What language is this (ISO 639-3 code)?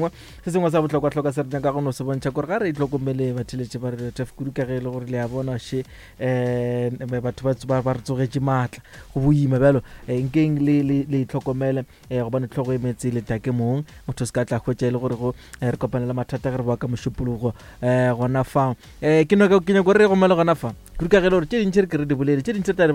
nso